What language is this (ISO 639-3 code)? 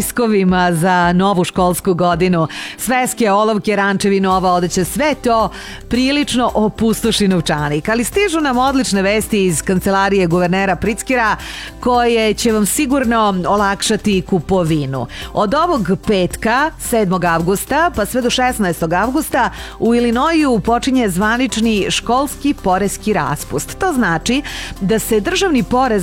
srp